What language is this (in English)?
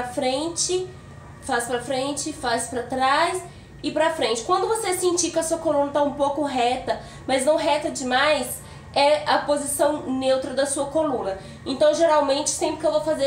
Portuguese